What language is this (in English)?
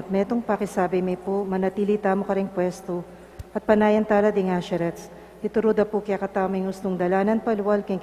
Pampanga